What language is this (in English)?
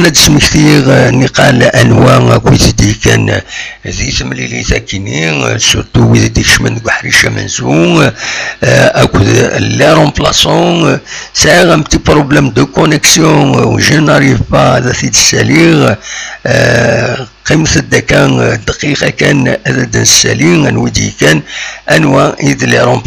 Kabyle